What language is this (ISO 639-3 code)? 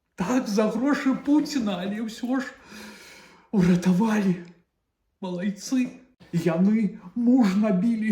bel